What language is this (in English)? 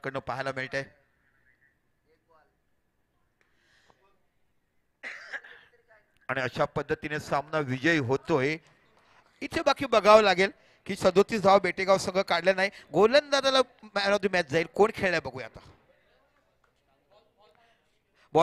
Marathi